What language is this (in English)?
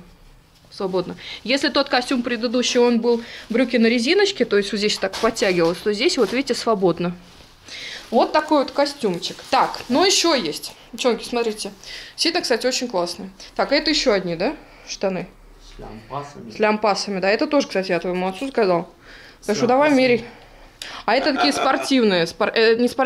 Russian